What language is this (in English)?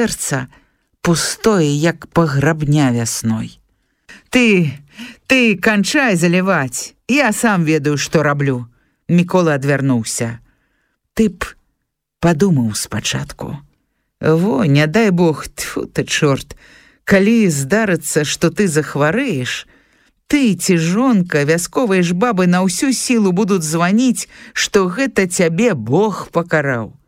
Belarusian